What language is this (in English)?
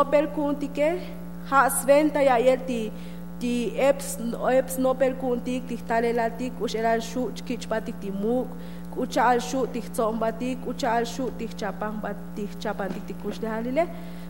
Tzotzil